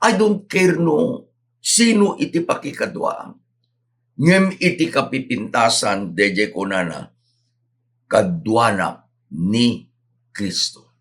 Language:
Iloko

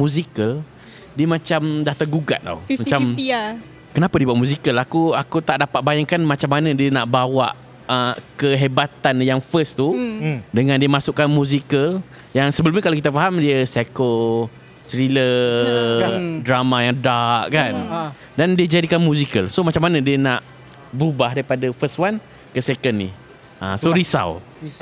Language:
Malay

